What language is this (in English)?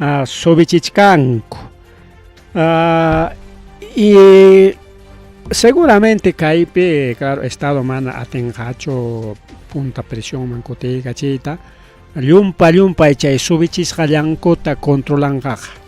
Ayacucho Quechua